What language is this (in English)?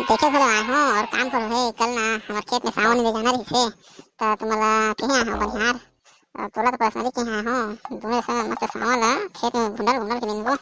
Chhattisgarhi